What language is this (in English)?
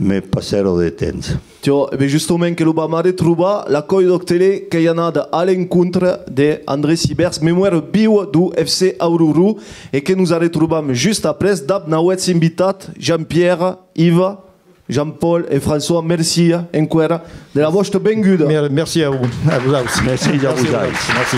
Occitan